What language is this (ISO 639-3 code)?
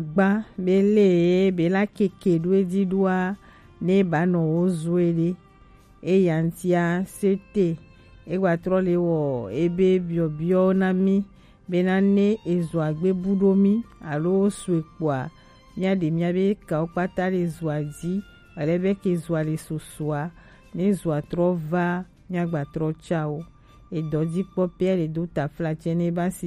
gej